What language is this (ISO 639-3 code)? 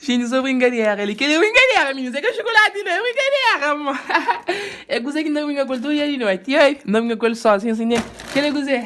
kea